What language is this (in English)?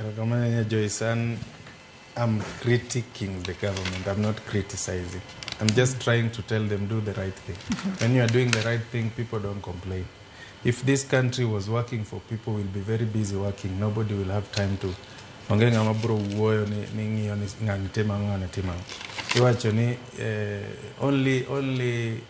Luo (Kenya and Tanzania)